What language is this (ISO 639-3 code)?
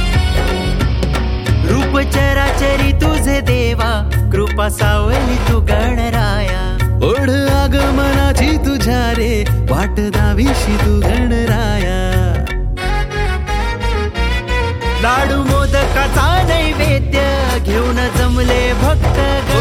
mar